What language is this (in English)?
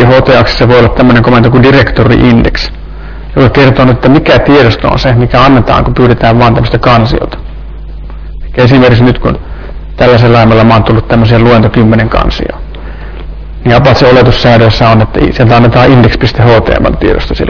Finnish